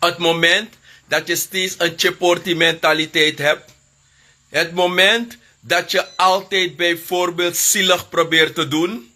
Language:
Sranan Tongo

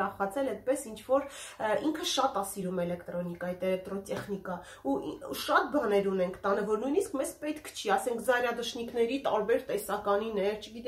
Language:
Armenian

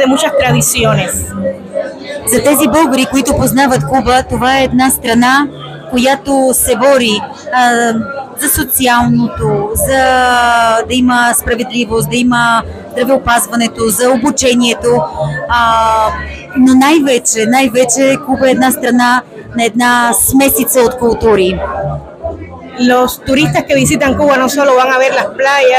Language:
Bulgarian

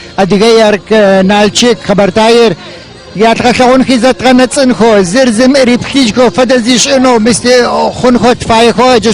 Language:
Adyghe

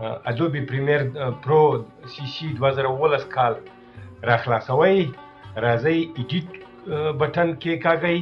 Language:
Pashto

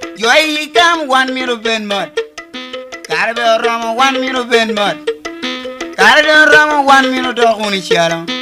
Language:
Lango (Uganda)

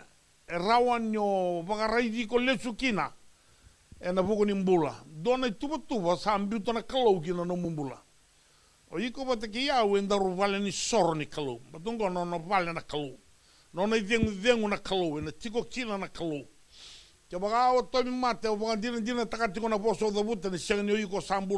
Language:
Fijian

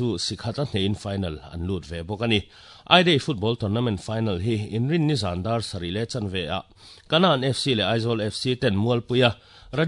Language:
Mizo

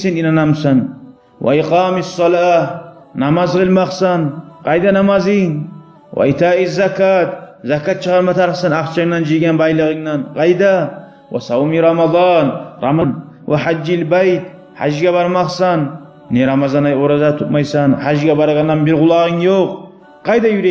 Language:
Kumyk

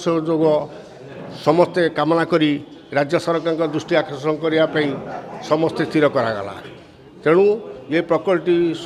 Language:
Odia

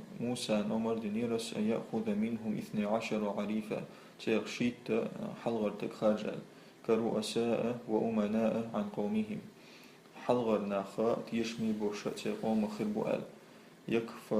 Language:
Chechen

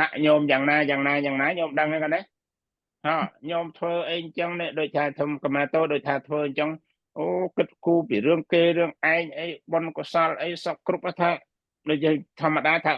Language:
Khmer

